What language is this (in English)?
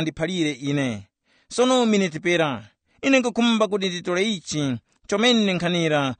Tumbuka